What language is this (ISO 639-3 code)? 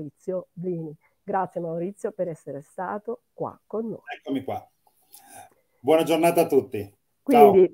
ita